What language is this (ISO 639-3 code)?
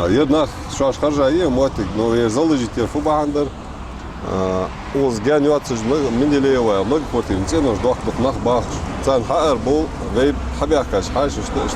inh